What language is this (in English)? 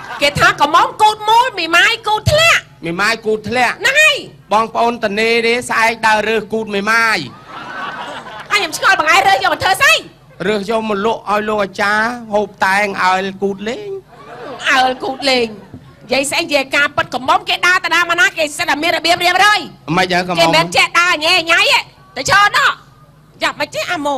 Khmer